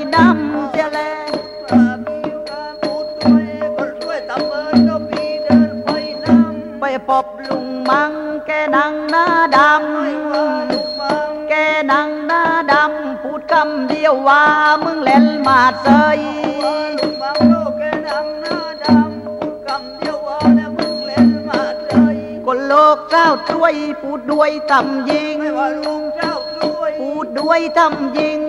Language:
Thai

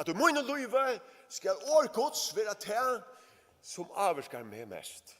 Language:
Faroese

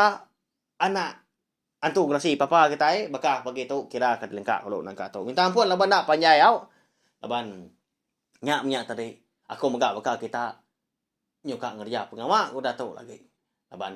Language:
Iban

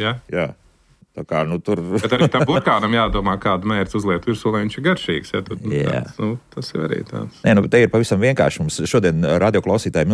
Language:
Latvian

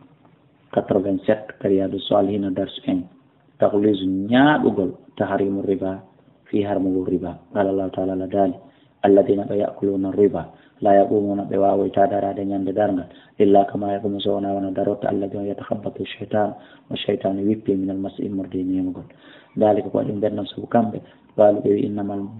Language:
Fula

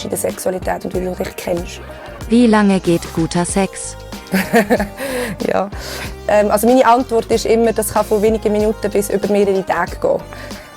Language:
Swiss German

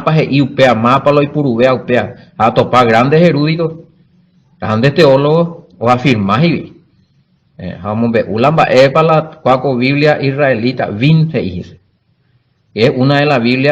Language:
Guarani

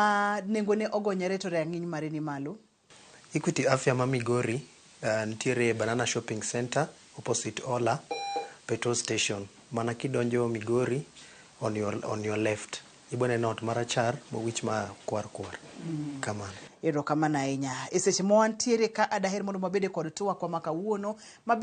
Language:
Luo (Kenya and Tanzania)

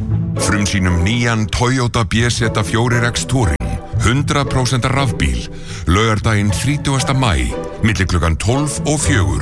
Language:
Icelandic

